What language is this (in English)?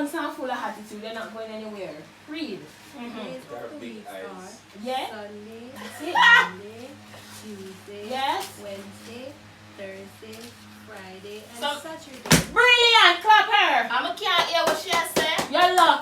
Jamaican Creole English